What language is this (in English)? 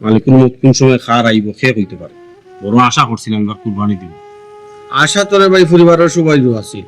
Sylheti